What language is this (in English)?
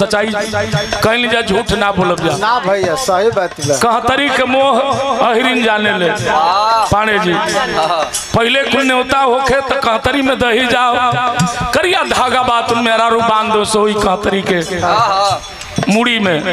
Bhojpuri